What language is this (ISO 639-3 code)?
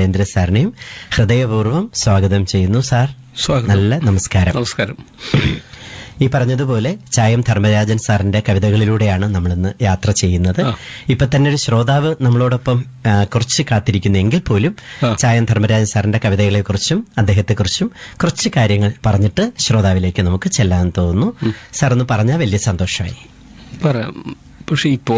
mal